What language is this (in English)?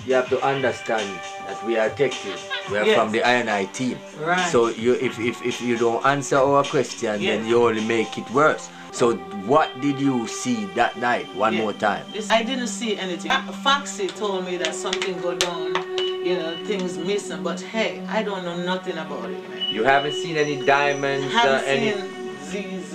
Jamaican Creole English